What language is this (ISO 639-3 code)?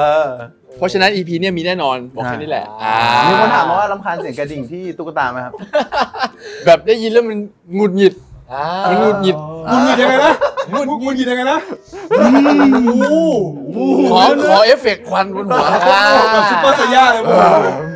tha